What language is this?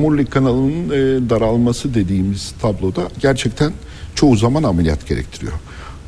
Turkish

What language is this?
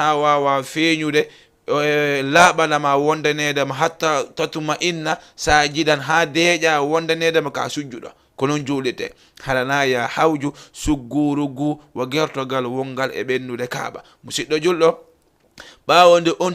Fula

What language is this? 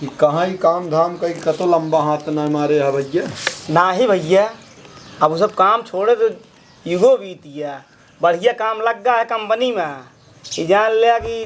Awadhi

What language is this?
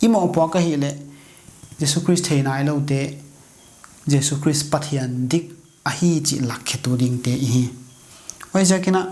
Paite Chin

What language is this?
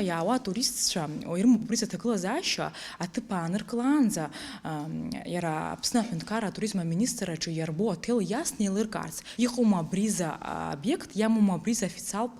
Abkhazian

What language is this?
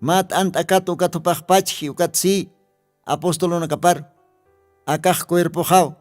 Aymara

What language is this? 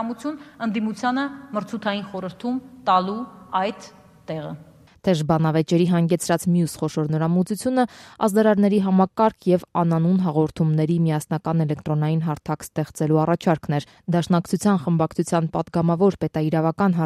Armenian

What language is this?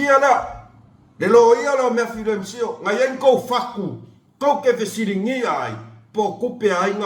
Samoan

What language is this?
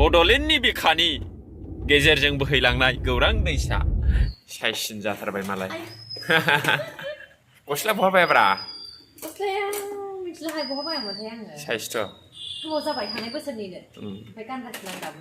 Bodo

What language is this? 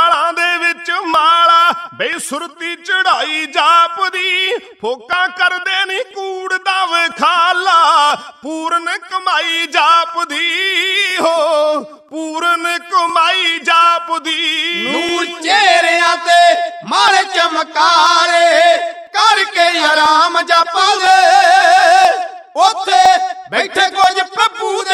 Punjabi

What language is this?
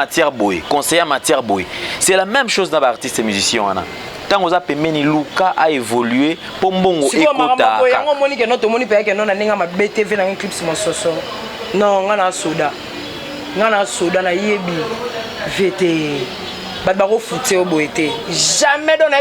Lingala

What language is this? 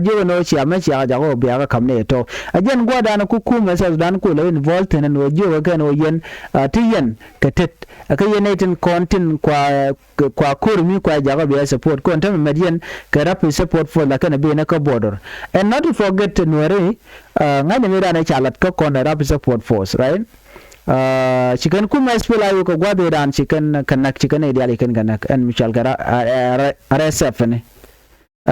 Nuer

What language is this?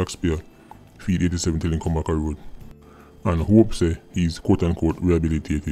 Jamaican Creole English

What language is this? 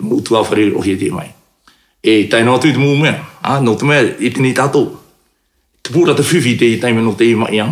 Tahitian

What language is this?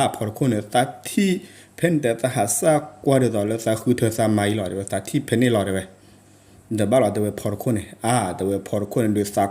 S'gaw Karen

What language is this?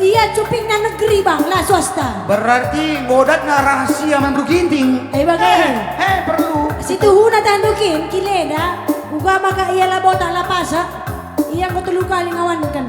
Batak Karo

